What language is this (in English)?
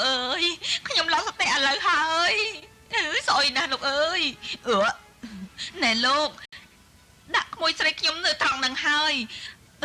Khmer